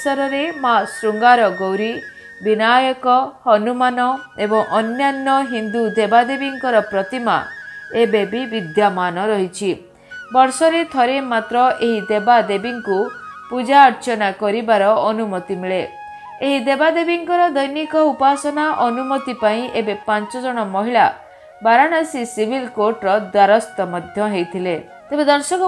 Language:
Odia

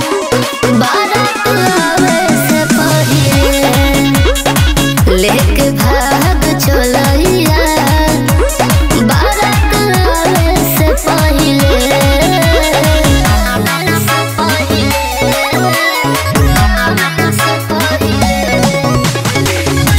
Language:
Bhojpuri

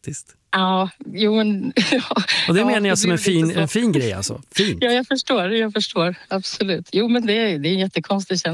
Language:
Swedish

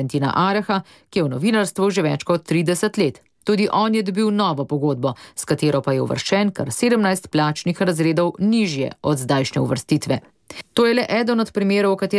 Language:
Slovenian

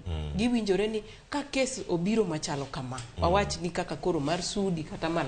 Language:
Luo (Kenya and Tanzania)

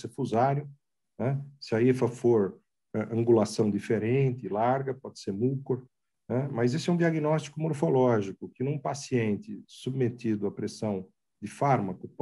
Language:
Portuguese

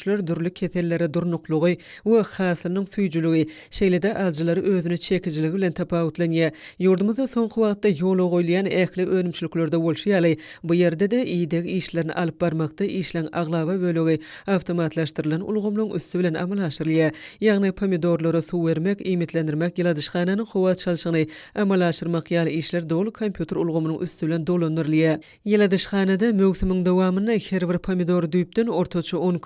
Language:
Turkmen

